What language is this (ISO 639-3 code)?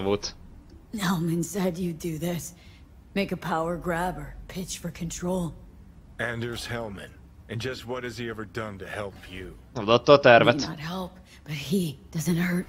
hun